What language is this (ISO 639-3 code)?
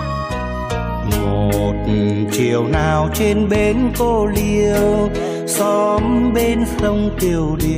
vie